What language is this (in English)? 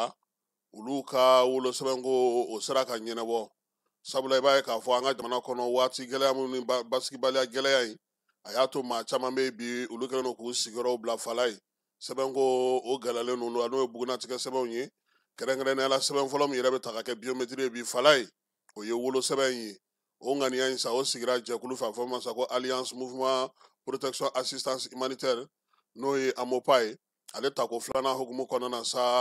Bambara